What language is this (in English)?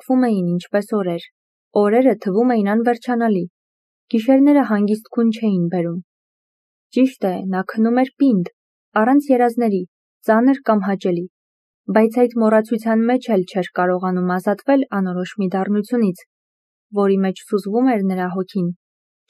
Armenian